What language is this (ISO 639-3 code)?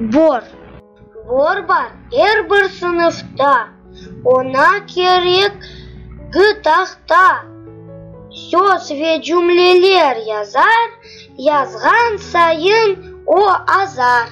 crh